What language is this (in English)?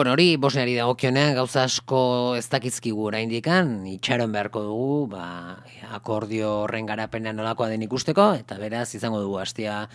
Basque